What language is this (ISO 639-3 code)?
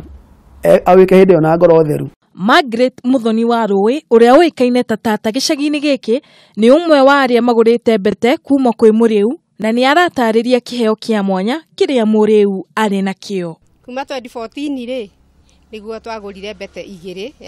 kik